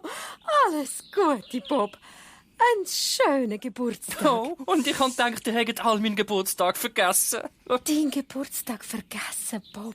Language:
Swiss German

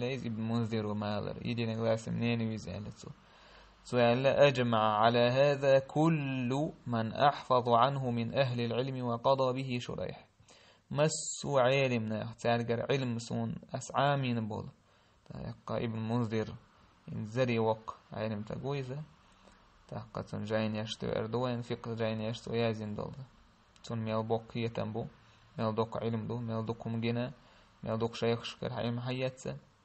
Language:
Chechen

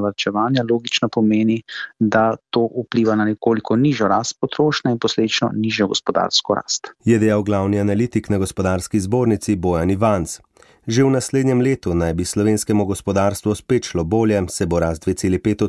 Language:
Slovenian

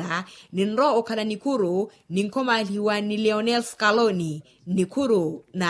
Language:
Makhuwa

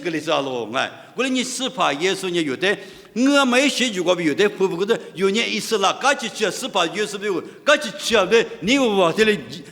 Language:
Lisu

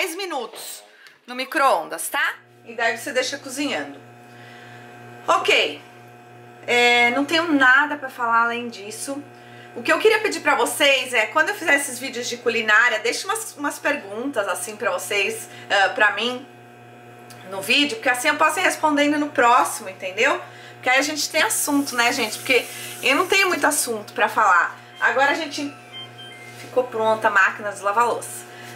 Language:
Portuguese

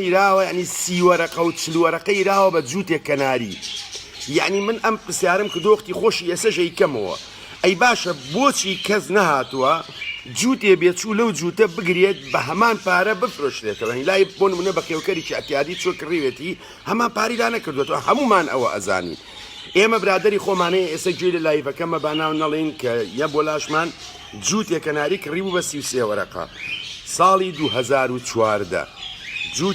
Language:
Central Kurdish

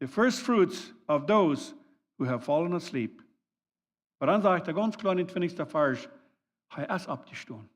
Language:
Plautdietsch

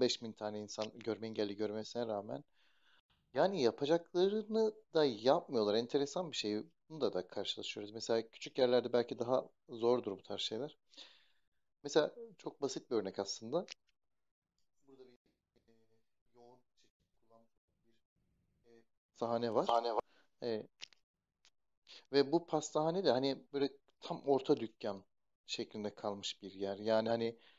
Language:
Turkish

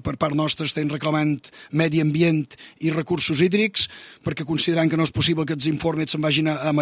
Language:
Catalan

